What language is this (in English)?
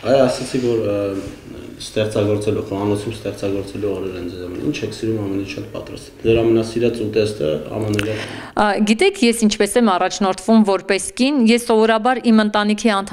Armenian